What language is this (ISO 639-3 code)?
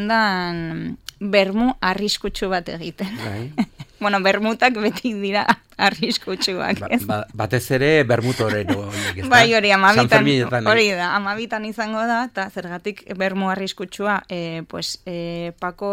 eus